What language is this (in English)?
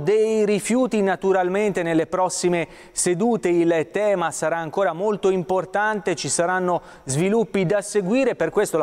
Italian